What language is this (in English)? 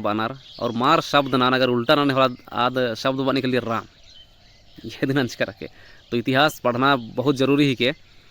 Kurukh